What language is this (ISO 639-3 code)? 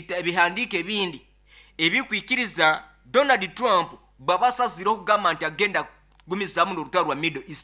nyn